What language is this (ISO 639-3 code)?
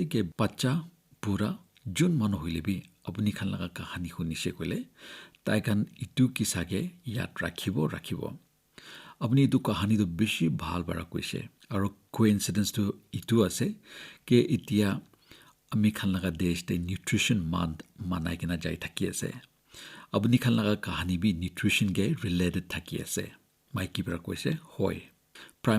nag